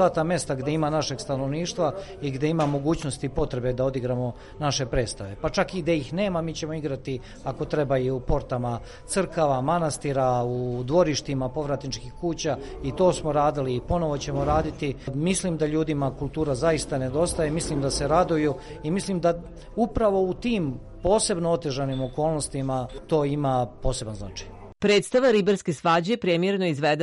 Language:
Serbian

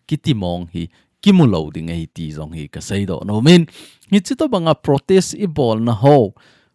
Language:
Thado Chin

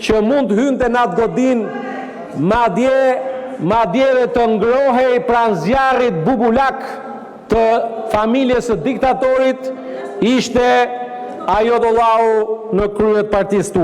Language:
Albanian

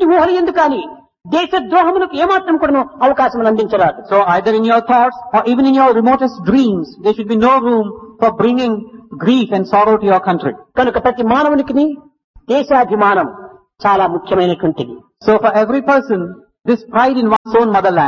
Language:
Telugu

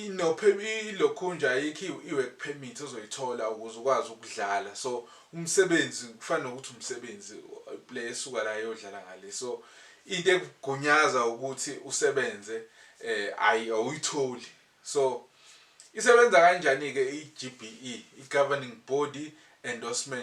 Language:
Zulu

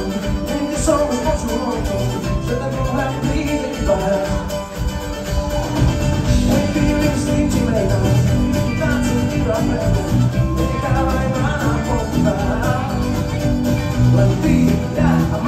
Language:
Slovak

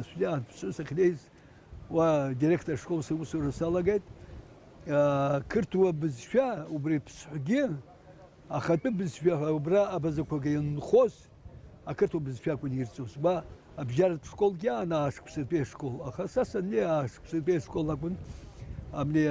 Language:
Abkhazian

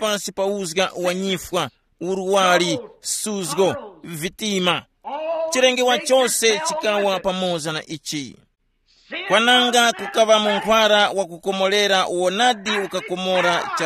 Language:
Tumbuka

